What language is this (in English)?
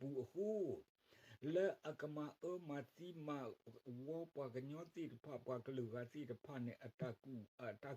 S'gaw Karen